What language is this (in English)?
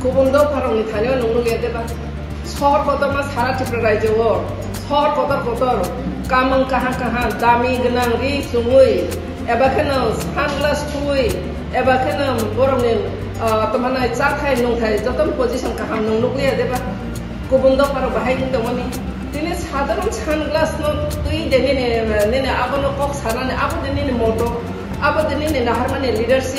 Kok Borok